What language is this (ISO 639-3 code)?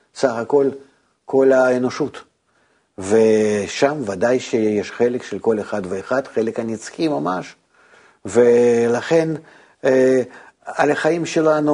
heb